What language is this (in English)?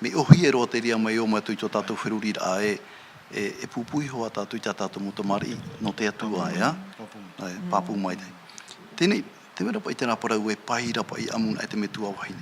Tahitian